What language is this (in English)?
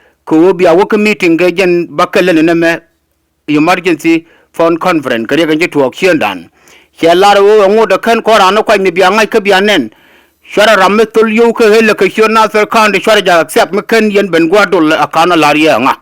Nuer